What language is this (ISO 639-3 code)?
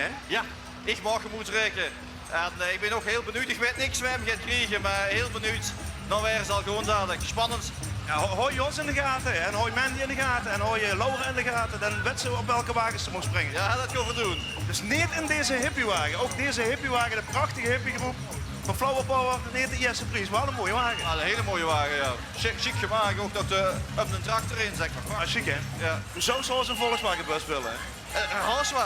lim